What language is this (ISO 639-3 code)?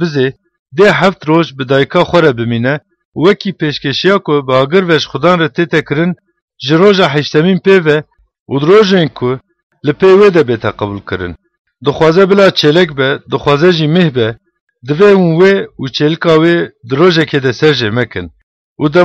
kur